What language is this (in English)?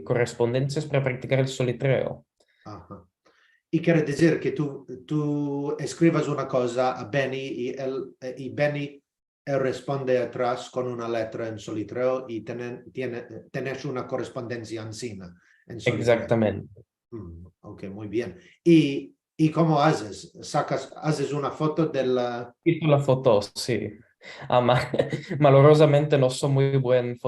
Ladino